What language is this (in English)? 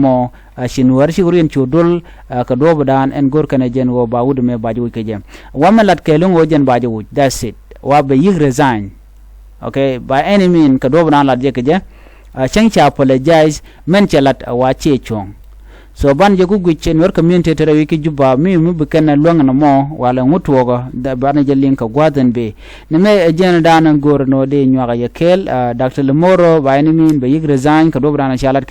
Nuer